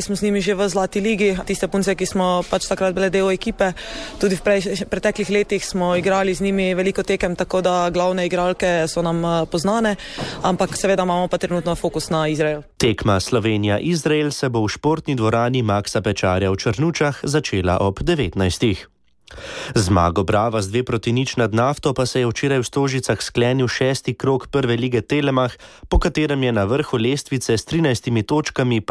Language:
Slovenian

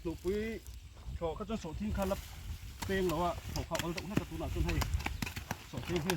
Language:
Mizo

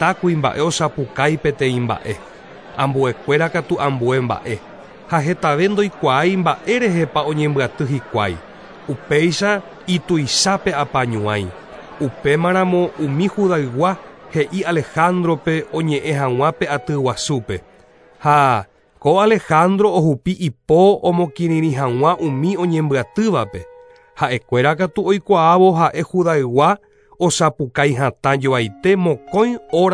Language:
Guarani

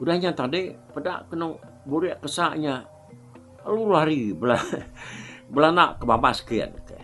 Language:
Iban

